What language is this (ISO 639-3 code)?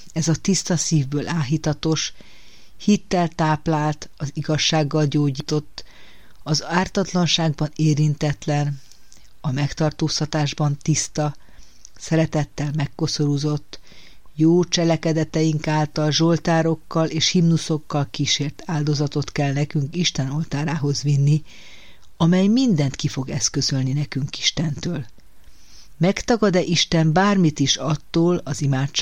hun